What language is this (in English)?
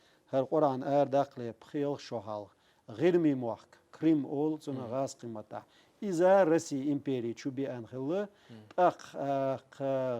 Chechen